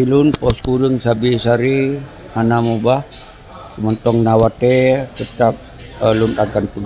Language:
Achinese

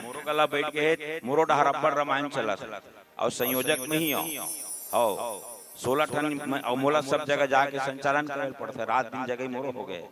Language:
Chhattisgarhi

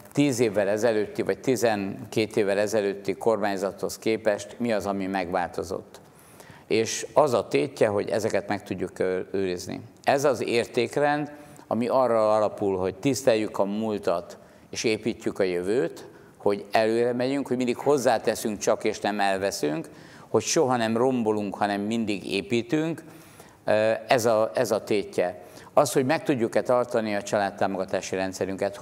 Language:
Hungarian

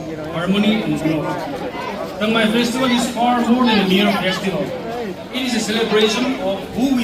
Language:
Paite Chin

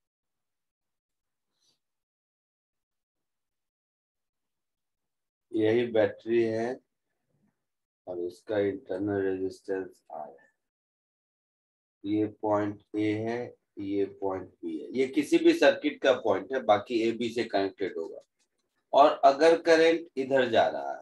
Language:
Hindi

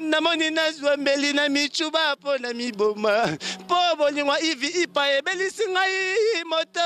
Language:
Lingala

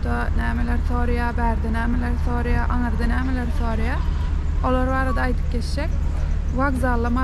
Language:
Turkmen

